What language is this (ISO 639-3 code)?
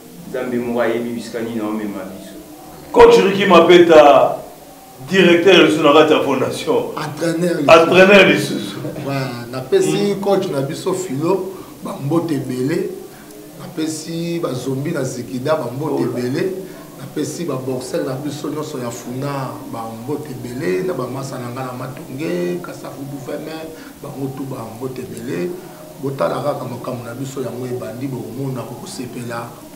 lin